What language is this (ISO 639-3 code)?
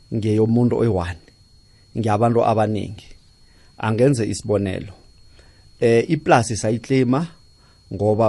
nbl